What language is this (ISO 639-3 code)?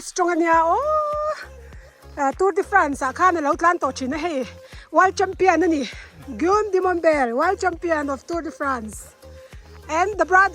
lus